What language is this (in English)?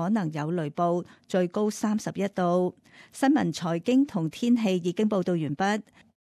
Cantonese